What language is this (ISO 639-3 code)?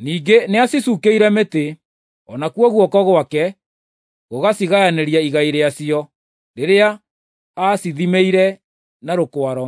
kik